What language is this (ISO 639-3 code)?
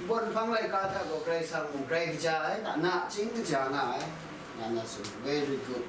kac